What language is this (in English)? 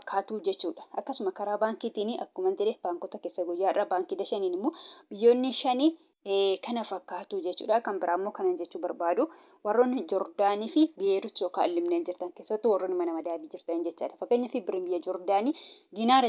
Oromo